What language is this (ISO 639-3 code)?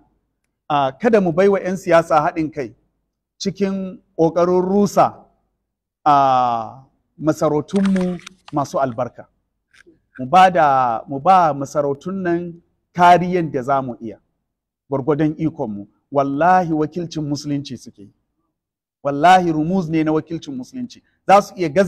hau